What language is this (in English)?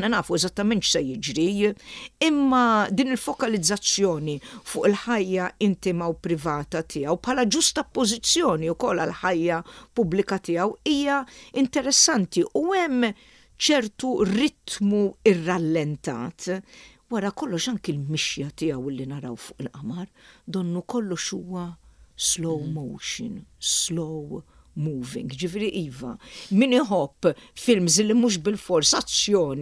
Maltese